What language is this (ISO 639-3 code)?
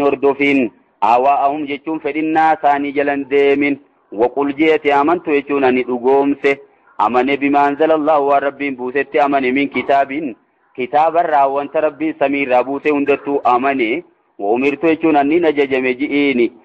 orm